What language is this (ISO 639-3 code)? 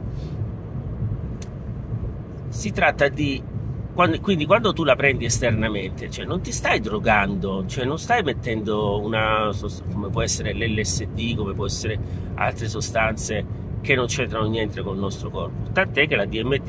ita